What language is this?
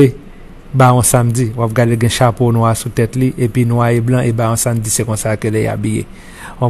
Haitian Creole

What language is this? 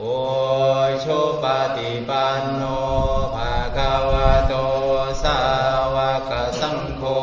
Pali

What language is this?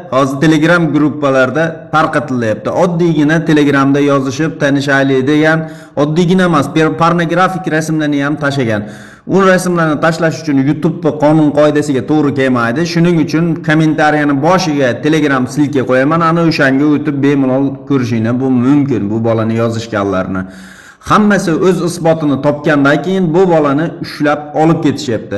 Uzbek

